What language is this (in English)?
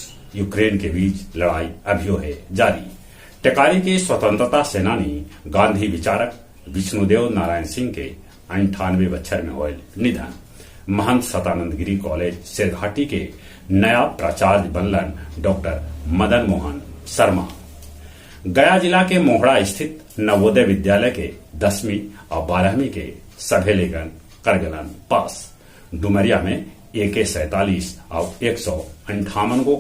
Magahi